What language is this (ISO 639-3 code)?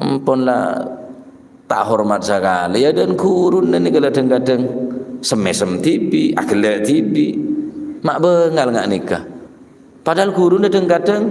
mad